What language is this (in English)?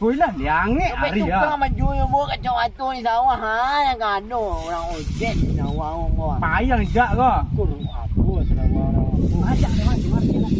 Minangkabau